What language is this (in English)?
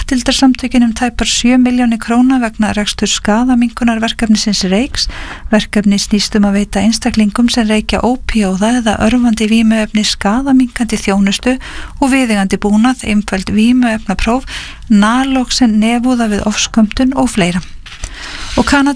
Icelandic